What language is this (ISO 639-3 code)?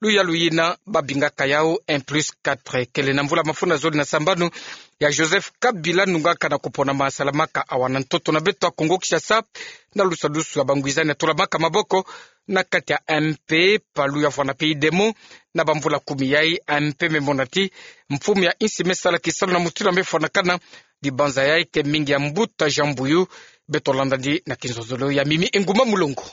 ktu